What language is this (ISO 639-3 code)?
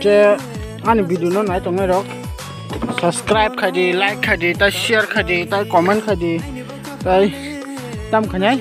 trp